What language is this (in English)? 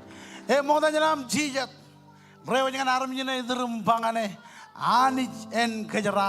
Marshallese